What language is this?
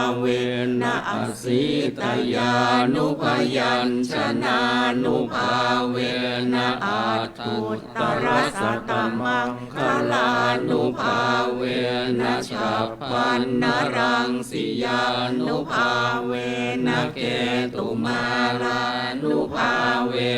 Pali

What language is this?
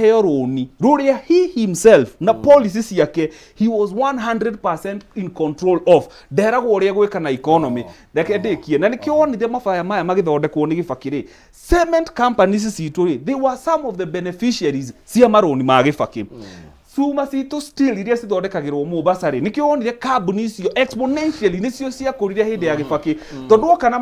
Kikuyu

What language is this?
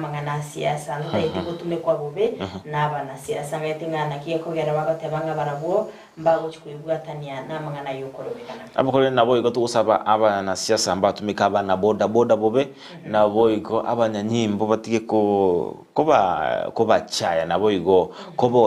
Gusii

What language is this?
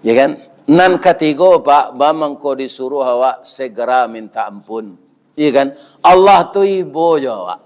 Minangkabau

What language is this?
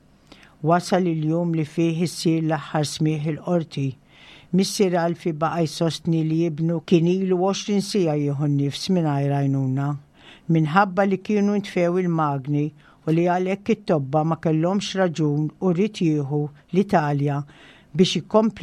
Maltese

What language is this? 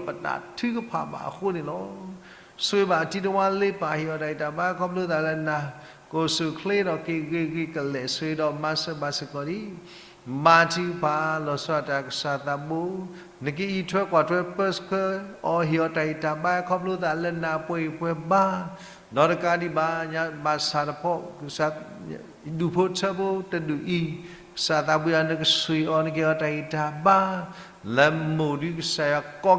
S'gaw Karen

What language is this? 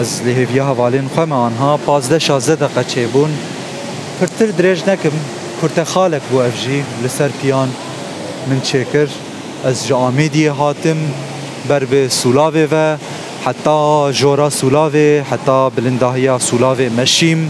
Kurdish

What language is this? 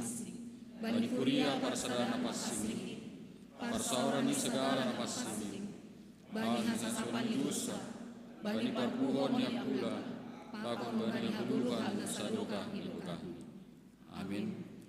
Batak Simalungun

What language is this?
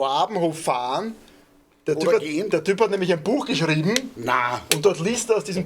Bavarian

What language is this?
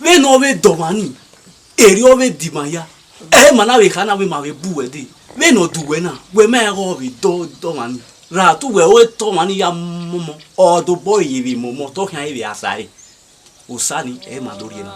Bini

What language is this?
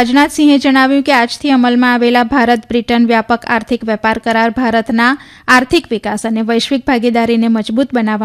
Gujarati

